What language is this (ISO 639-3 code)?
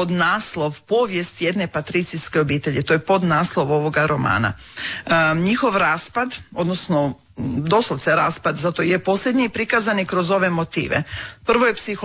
hrv